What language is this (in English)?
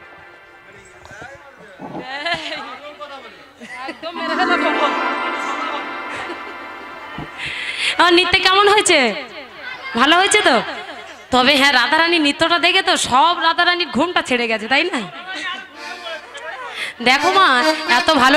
Bangla